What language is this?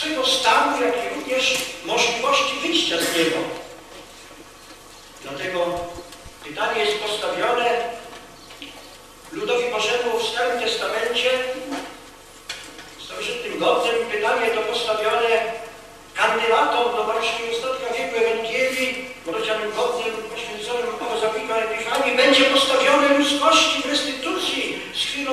Polish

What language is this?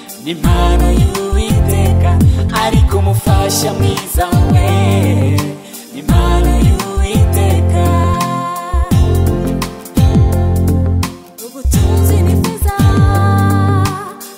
Kinyarwanda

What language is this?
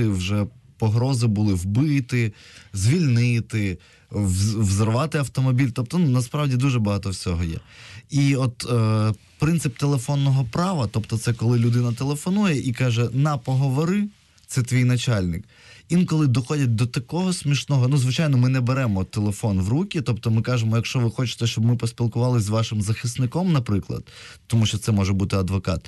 Ukrainian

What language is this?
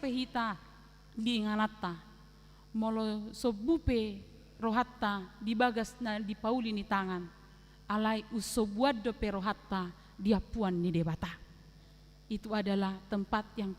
Batak Toba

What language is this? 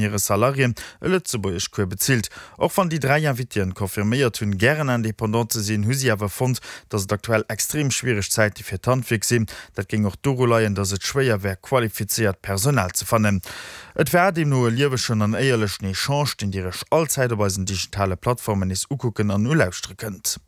Luxembourgish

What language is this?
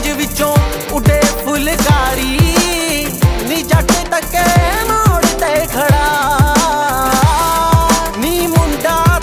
Punjabi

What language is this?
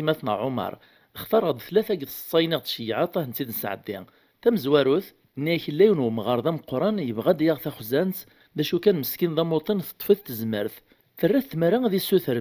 Kabyle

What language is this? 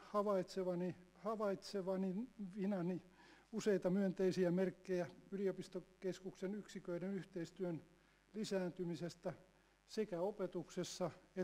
Finnish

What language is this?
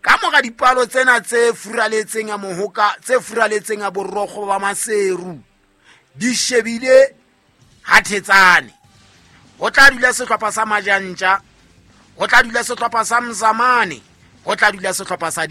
Southern Sotho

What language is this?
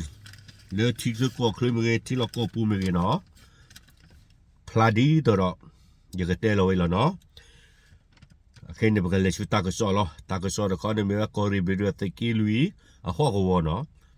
S'gaw Karen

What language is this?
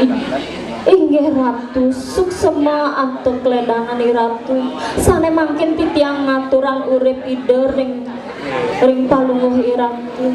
Balinese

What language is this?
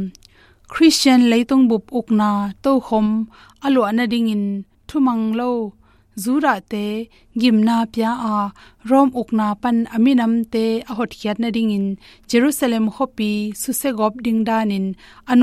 Tedim Chin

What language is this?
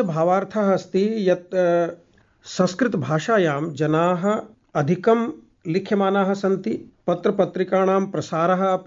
Sanskrit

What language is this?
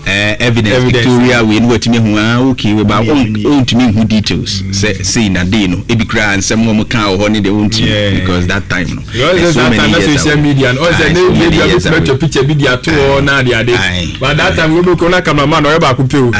Akan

